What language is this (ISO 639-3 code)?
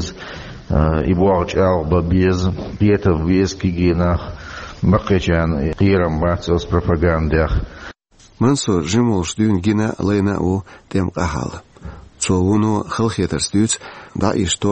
che